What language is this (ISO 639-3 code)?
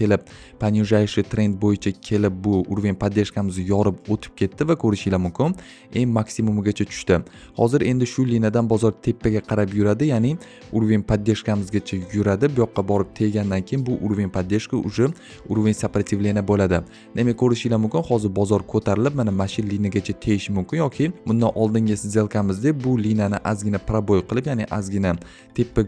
uzb